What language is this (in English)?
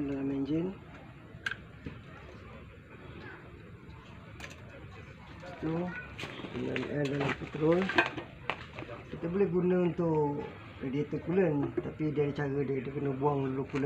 Malay